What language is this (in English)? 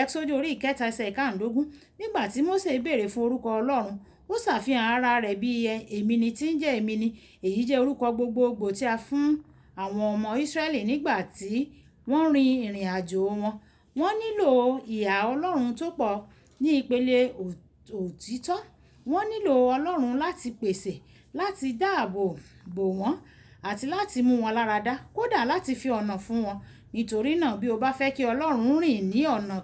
Yoruba